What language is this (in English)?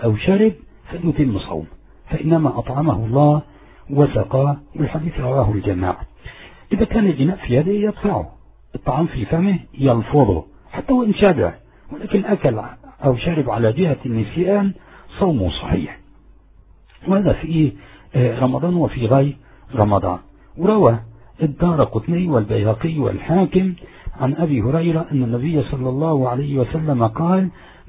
Arabic